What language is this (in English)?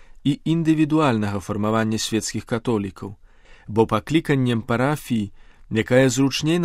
Belarusian